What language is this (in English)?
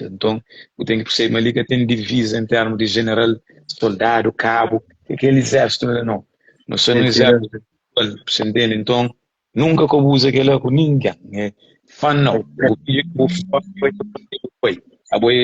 Kabuverdianu